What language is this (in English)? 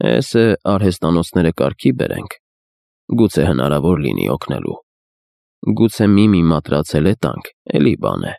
Armenian